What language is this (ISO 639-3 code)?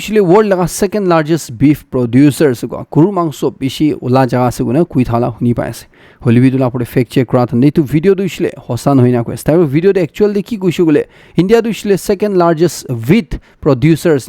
nag